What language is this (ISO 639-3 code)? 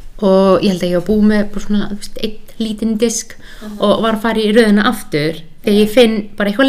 isl